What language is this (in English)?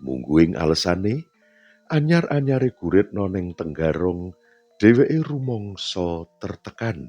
Javanese